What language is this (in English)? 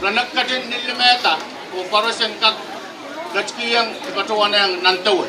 Pohnpeian